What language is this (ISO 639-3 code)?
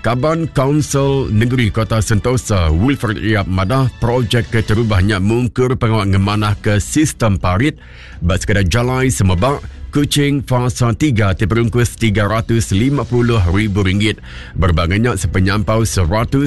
iba